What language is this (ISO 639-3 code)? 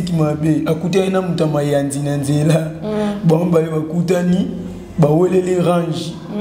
lin